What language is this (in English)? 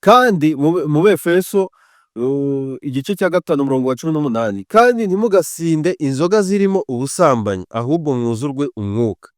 Kinyarwanda